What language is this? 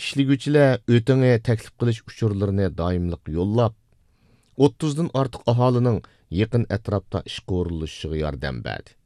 Uyghur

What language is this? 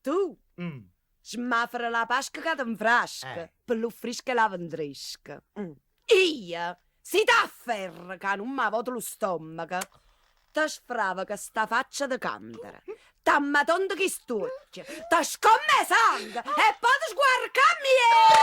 Neapolitan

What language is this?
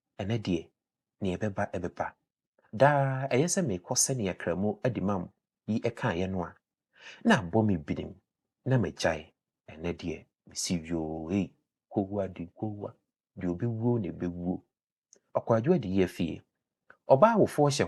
Akan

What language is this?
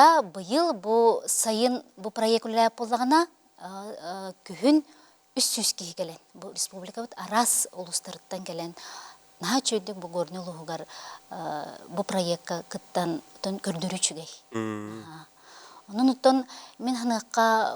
Yakut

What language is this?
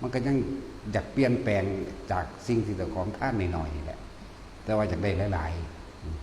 Northeastern Thai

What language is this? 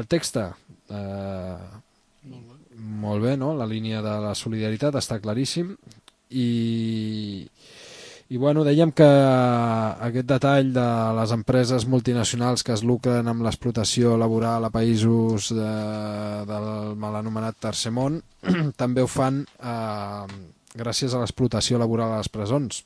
Catalan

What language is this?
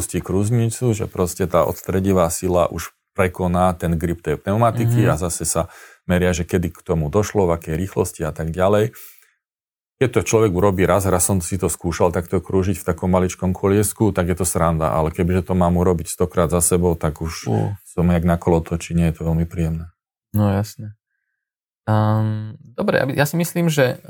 Slovak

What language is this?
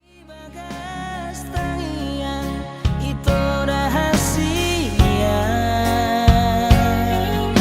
Batak Toba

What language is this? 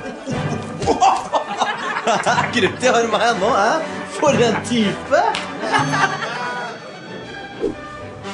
Norwegian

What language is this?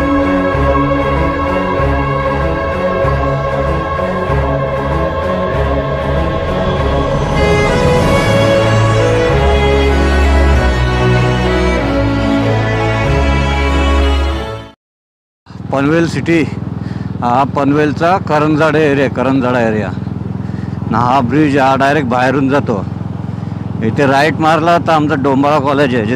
Marathi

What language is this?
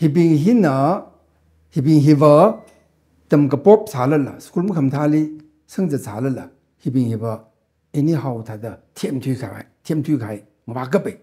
Tangkhul Naga (India)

